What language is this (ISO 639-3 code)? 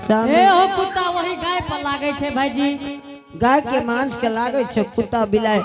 anp